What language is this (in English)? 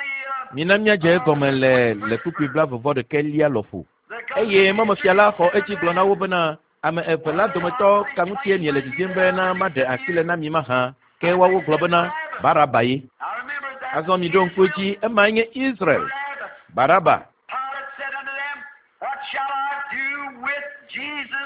Ewe